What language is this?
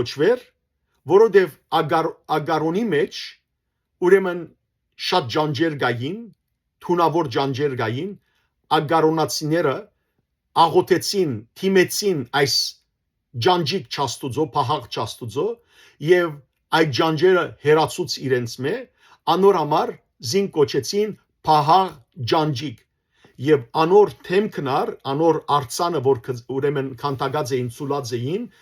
Western Armenian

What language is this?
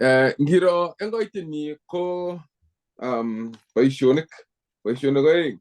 Kalenjin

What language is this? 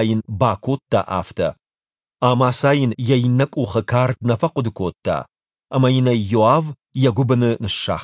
Ossetic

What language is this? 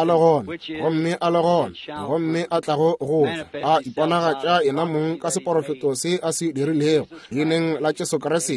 Northern Sotho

